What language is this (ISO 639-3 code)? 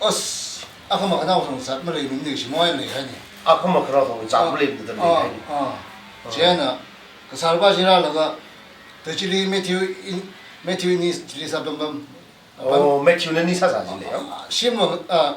nmf